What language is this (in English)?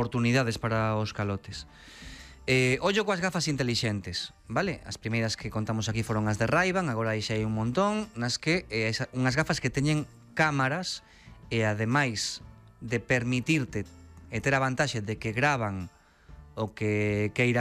Galician